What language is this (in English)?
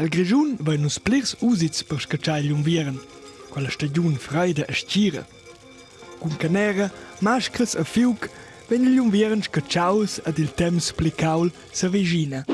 Romansh